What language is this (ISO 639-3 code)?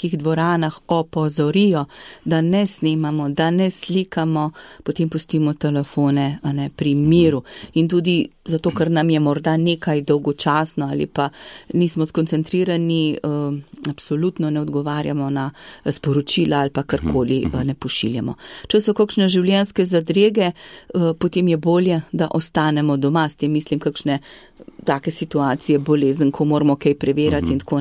slv